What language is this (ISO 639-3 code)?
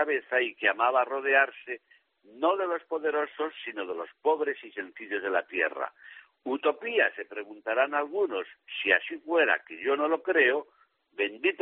spa